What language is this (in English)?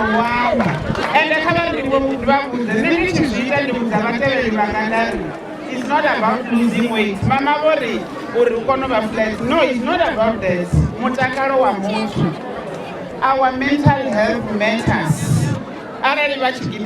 Venda